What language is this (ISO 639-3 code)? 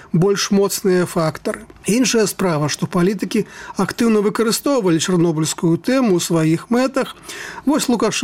bel